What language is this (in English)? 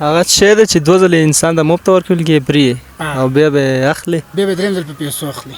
Pashto